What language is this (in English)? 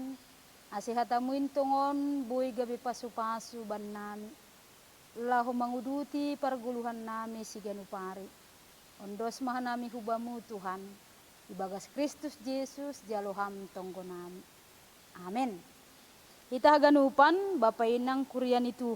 Batak Simalungun